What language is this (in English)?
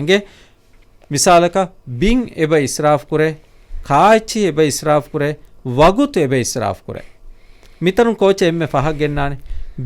Divehi